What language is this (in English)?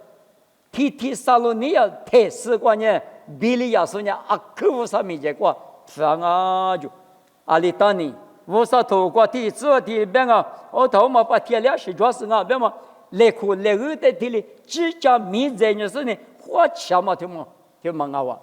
Lisu